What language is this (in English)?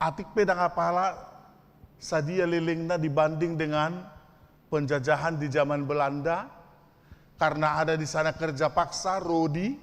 Batak Toba